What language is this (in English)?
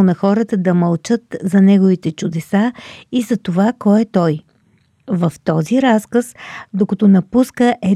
Bulgarian